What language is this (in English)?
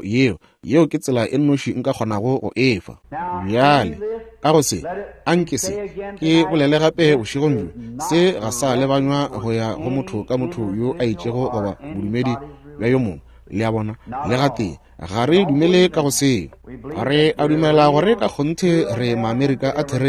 Northern Sotho